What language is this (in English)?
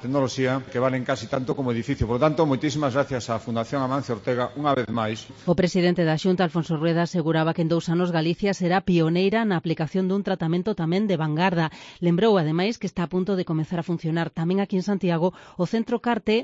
Galician